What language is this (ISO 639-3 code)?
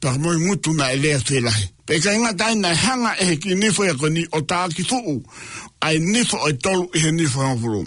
ton